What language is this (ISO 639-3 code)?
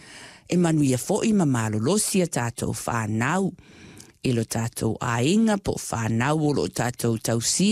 smo